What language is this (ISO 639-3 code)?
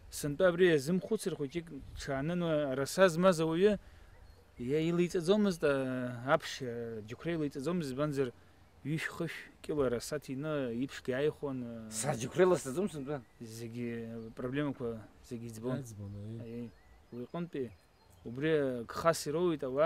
abk